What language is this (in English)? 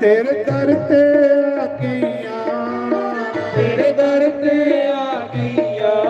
Dogri